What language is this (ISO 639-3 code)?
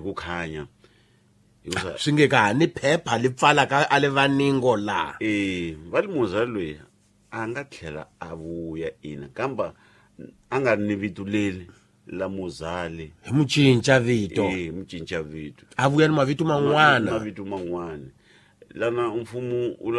tso